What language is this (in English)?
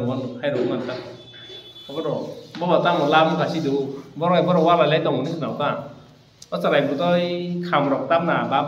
Kok Borok